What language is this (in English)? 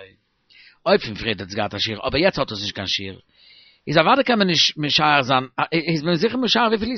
Yiddish